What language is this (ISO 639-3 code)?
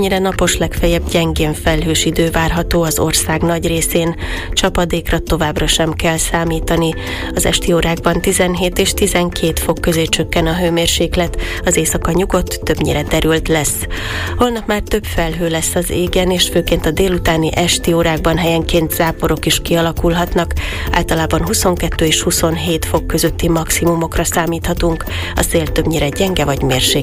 hun